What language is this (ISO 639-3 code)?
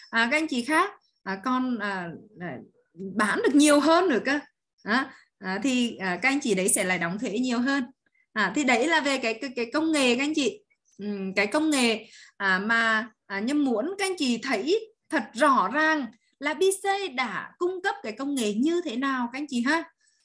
vie